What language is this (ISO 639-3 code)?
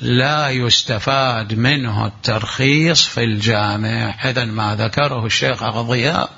acm